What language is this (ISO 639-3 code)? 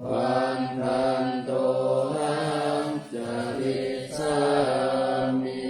pli